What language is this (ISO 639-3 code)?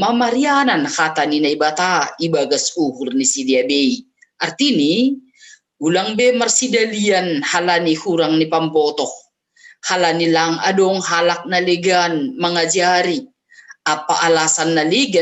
bts